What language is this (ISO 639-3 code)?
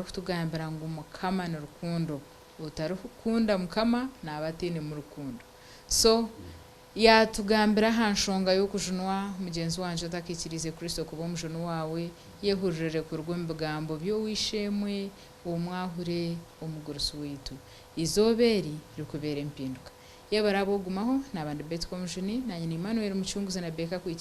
nyn